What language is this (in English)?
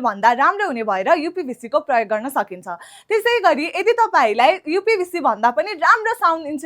Nepali